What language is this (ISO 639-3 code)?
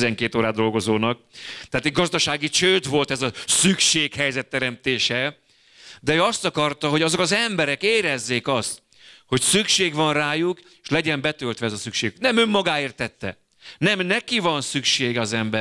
hun